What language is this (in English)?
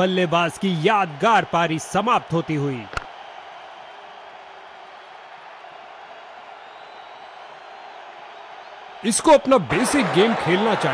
Hindi